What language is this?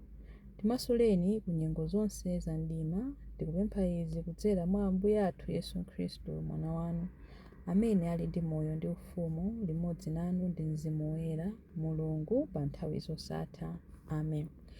Nyanja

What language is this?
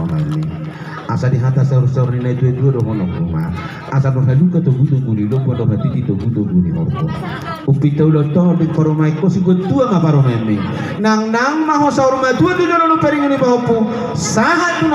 Batak Toba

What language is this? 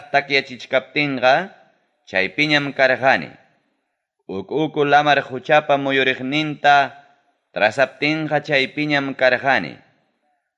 Ayacucho Quechua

